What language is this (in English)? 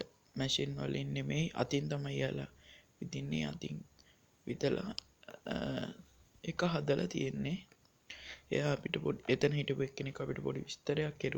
Sinhala